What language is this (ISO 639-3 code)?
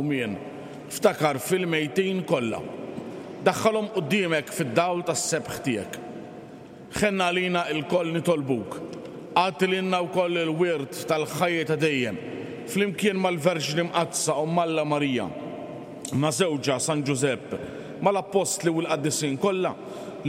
mlt